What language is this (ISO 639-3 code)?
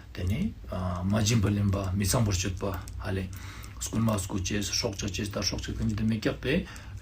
lbj